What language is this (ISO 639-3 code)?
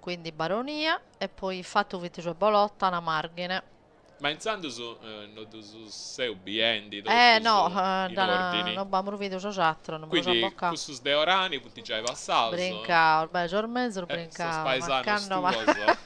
srd